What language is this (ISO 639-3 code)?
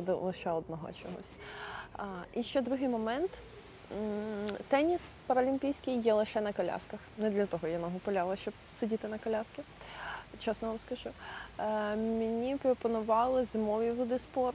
ukr